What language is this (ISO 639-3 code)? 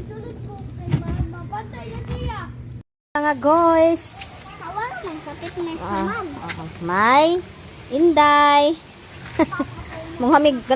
ceb